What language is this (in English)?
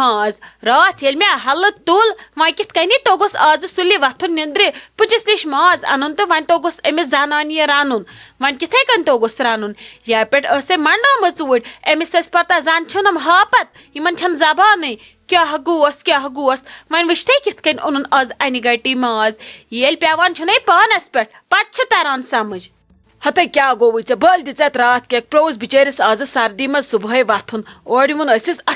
Kashmiri